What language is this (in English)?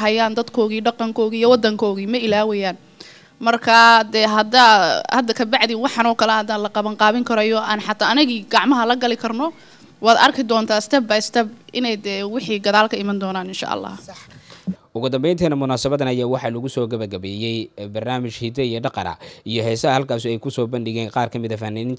Somali